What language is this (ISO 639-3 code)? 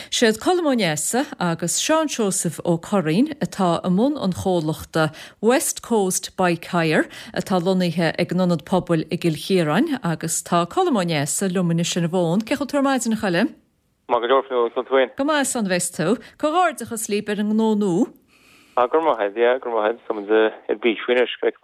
gle